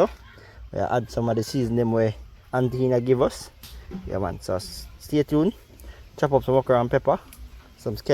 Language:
Jamaican Creole English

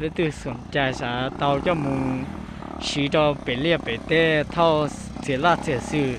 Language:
Hmong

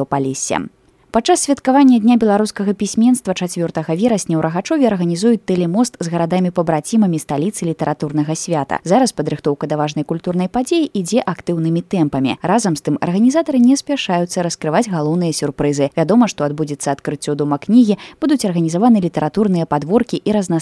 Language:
Belarusian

